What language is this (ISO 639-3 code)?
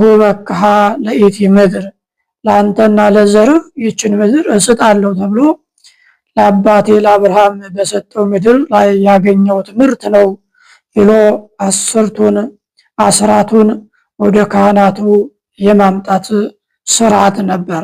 amh